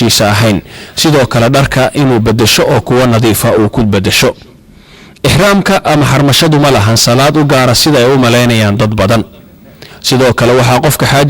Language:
Somali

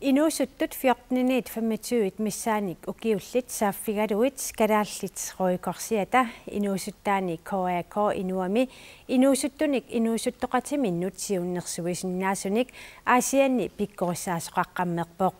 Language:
Kalaallisut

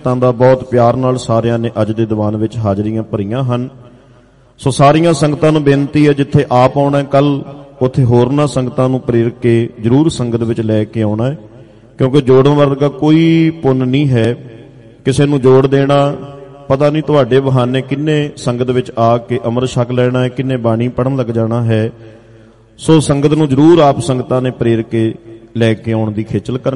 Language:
Punjabi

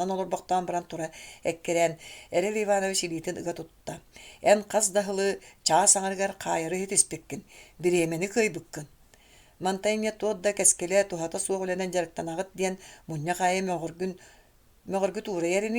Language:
Yakut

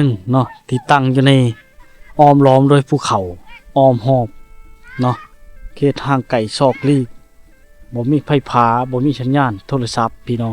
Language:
Lao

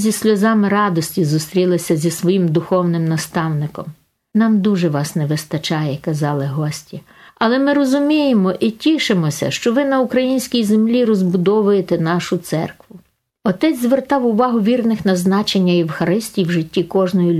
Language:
Ukrainian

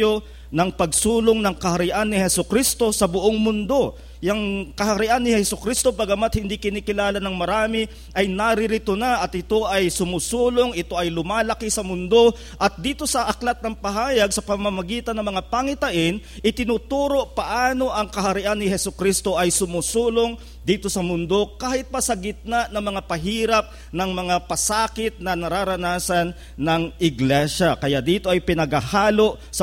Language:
Filipino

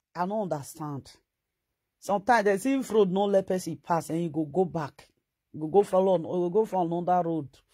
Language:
Nigerian Pidgin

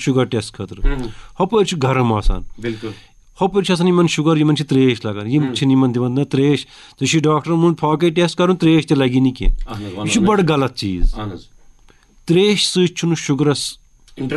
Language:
Kashmiri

